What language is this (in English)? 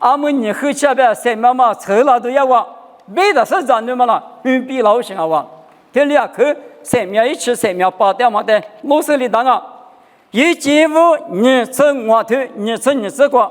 Lisu